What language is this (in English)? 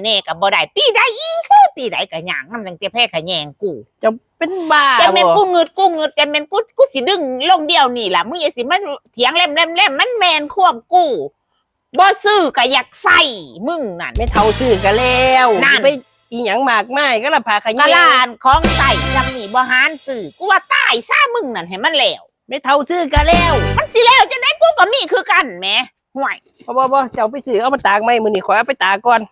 Northeastern Thai